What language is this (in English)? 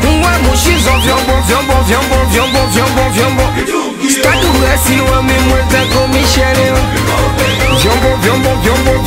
Swahili